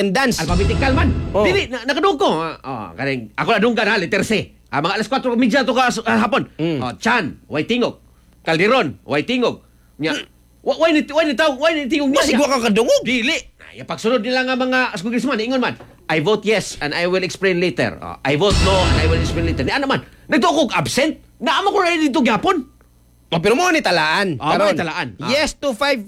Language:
Cebuano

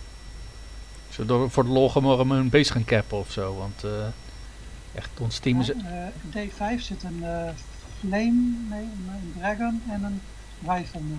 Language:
Dutch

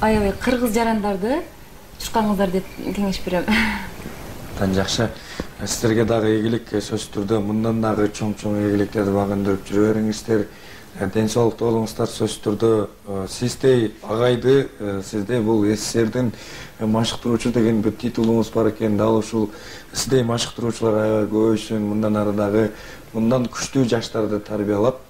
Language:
Kyrgyz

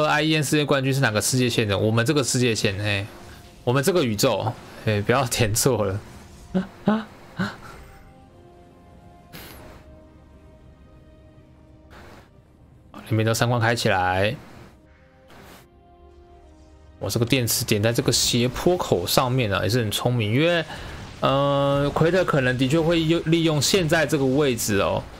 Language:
Chinese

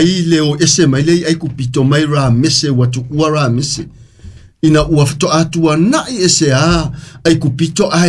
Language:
Samoan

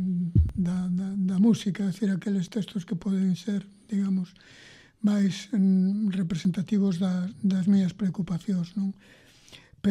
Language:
Galician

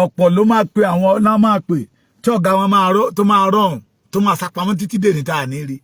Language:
Yoruba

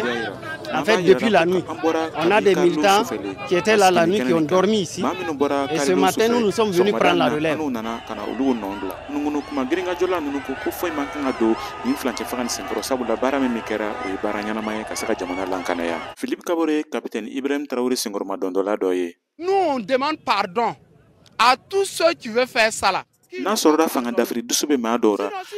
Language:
Bambara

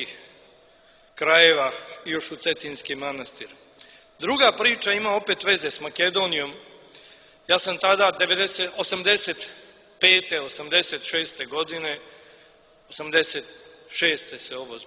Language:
Serbian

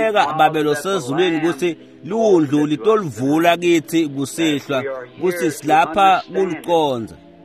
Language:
Swati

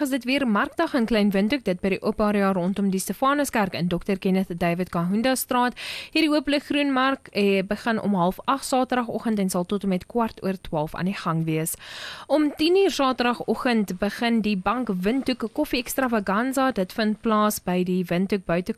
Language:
Afrikaans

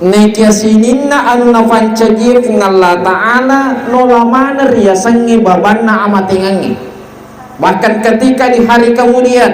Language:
Buginese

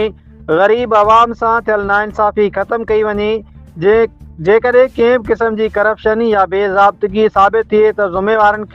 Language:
Sindhi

